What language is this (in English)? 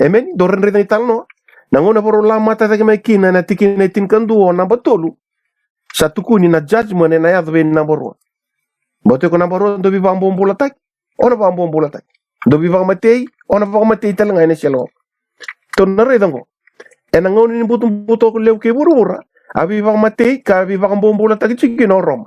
Fijian